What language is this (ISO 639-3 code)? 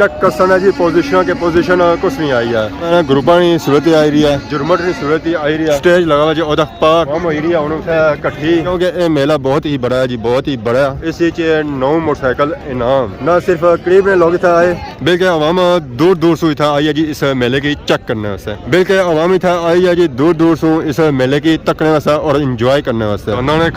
phr